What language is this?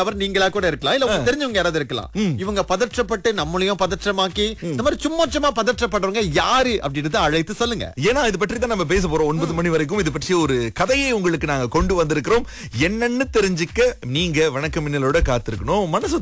Tamil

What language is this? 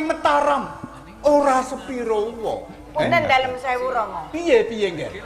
Javanese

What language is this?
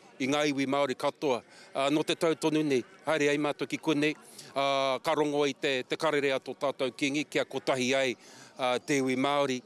Māori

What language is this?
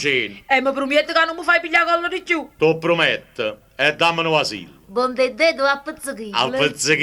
Neapolitan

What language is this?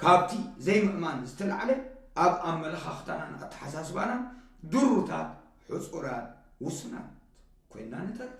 Tigrinya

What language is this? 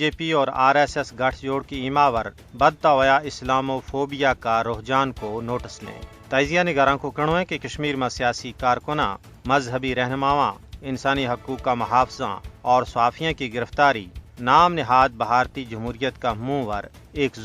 Gujari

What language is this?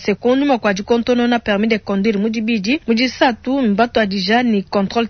Luba-Lulua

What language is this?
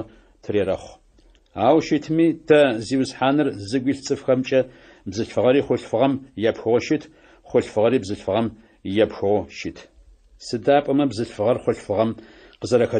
Adyghe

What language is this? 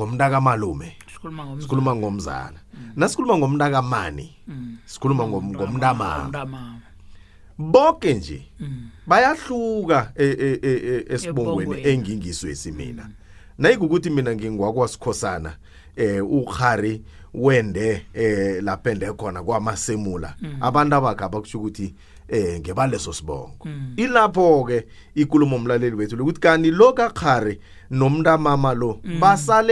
South Ndebele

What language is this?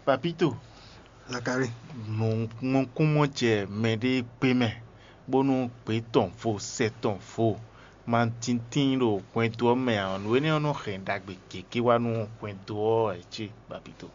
Fon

